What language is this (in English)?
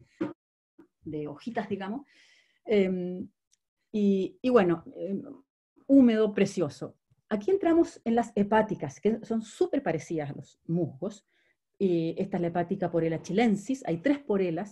Spanish